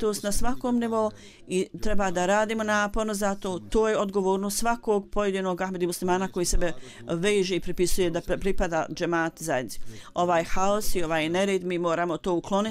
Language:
Bosnian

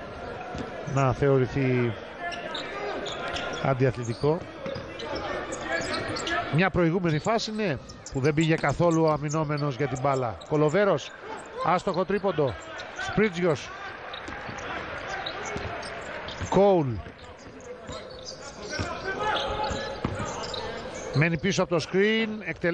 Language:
Greek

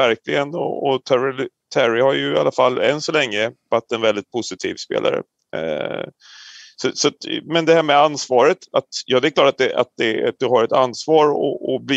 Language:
Swedish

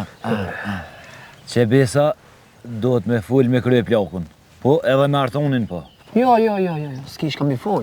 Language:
Albanian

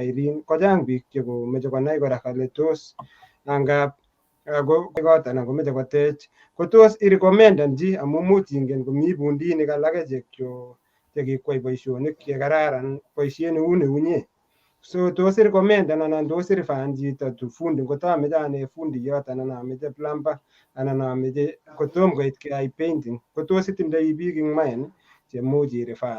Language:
Kalenjin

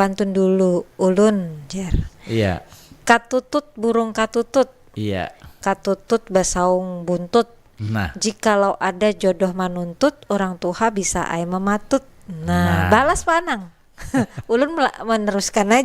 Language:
Banjar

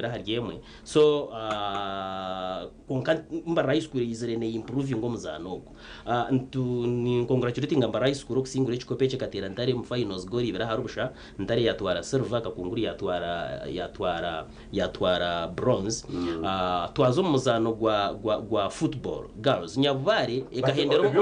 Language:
Nyankole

